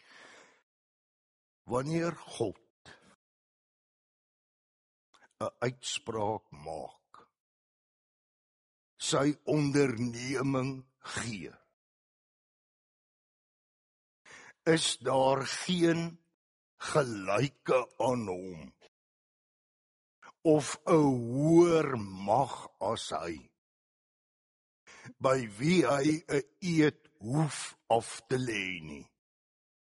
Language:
Afrikaans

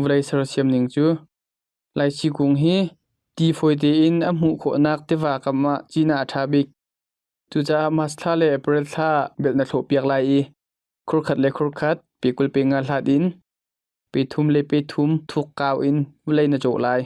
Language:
Hakha Chin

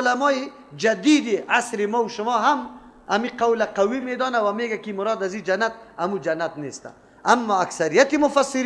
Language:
Persian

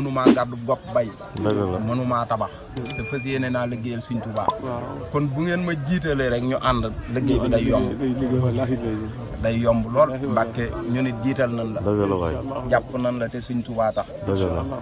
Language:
Wolof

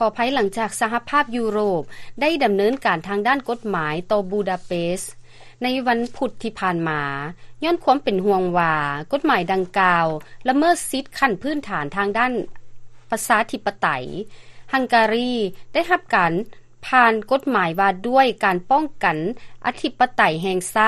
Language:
Lao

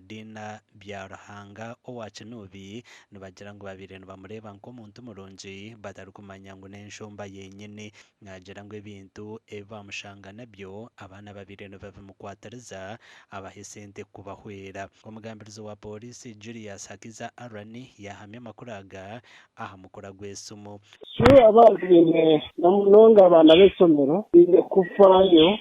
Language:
Nyankole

